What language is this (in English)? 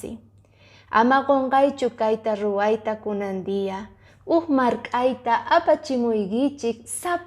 Quechua